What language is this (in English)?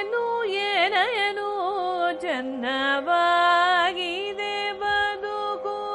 Kannada